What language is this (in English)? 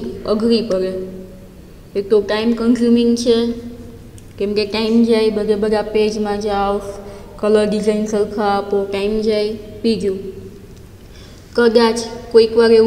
Gujarati